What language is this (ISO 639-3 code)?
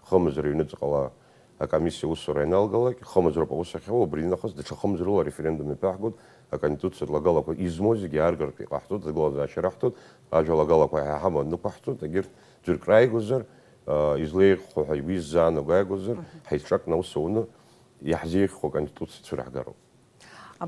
abk